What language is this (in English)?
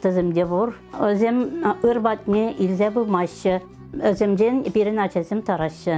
Chuvash